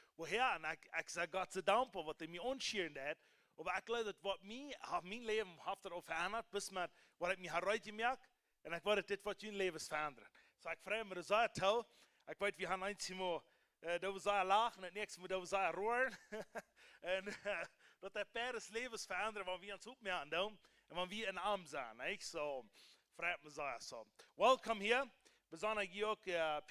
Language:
Plautdietsch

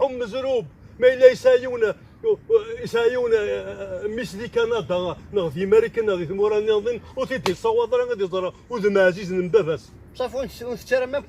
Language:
Kabyle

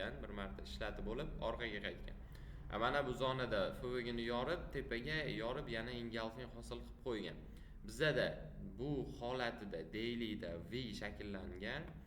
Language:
Uzbek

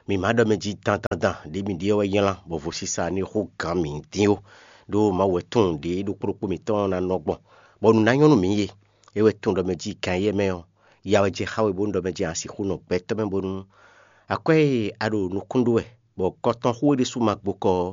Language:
Fon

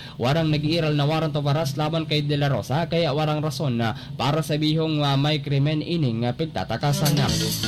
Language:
Bikol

